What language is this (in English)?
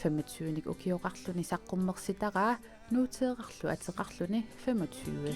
Kalaallisut